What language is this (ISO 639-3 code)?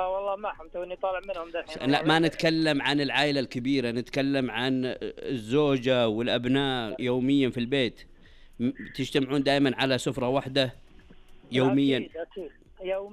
ars